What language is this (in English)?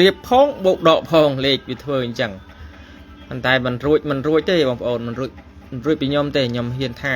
Khmer